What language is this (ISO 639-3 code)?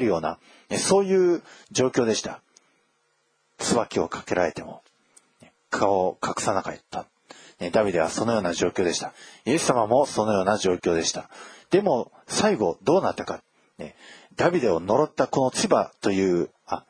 jpn